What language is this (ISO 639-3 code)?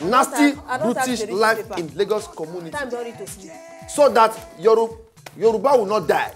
pcm